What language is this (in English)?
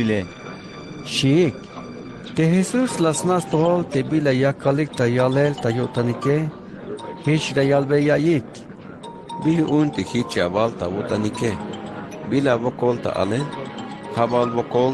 Tzeltal